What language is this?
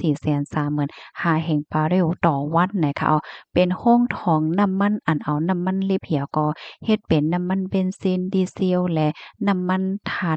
Shan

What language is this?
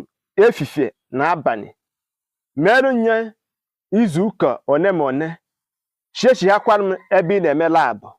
Igbo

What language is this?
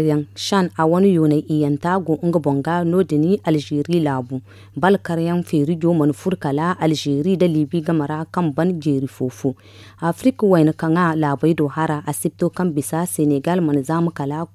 Zarma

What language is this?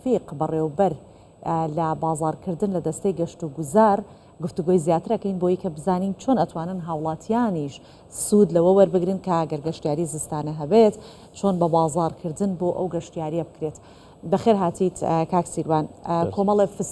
Central Kurdish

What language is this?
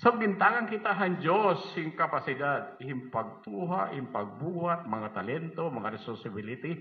Waray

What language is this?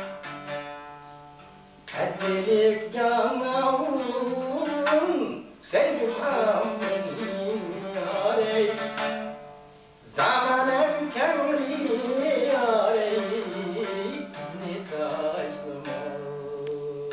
Turkish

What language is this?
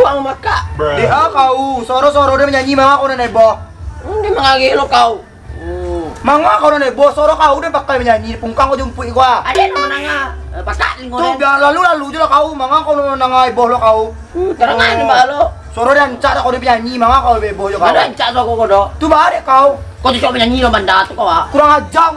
Minangkabau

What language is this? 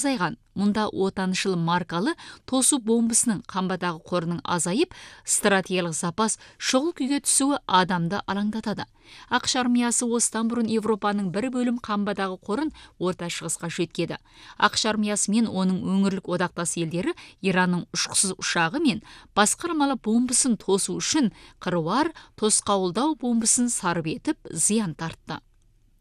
Kazakh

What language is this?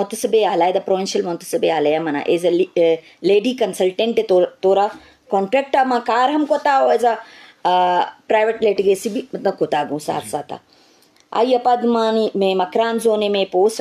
Eastern Balochi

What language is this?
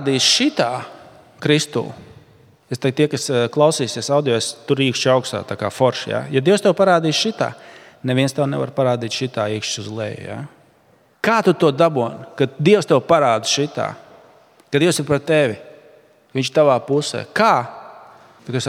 Latvian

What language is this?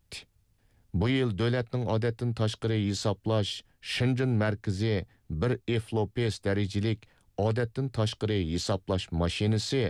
Uyghur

